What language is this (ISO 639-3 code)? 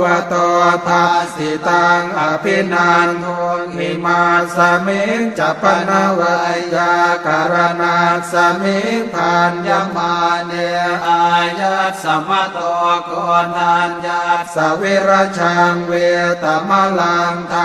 pli